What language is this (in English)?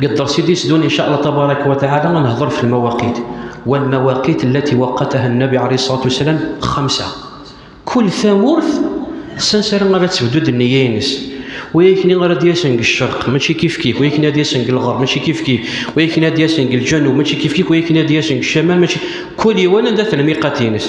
Kabyle